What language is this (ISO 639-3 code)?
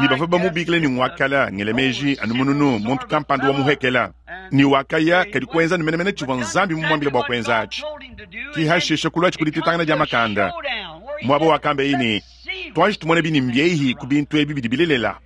lua